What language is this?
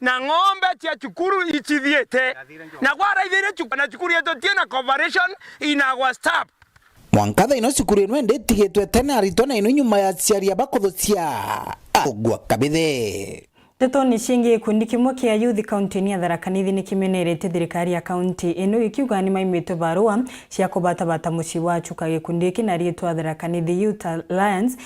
Meru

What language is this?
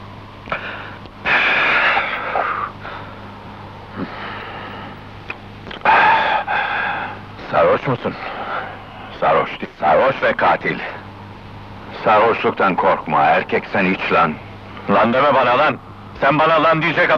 Turkish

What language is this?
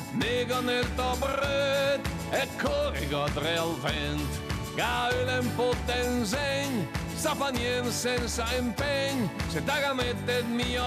Italian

